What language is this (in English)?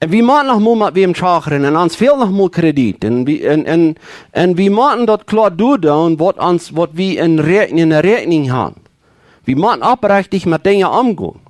Plautdietsch